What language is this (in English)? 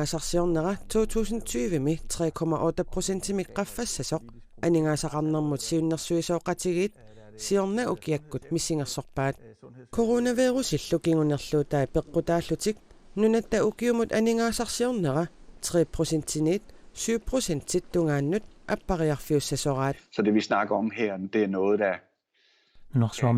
Kalaallisut